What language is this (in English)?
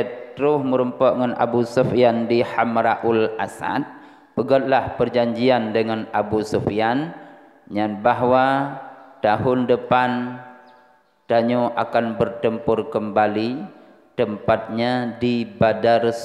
Achinese